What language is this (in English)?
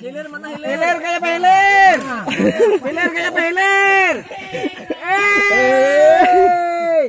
Banjar